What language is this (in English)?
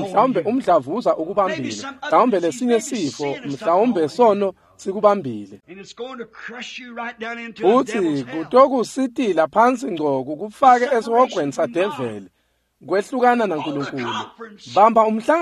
Swati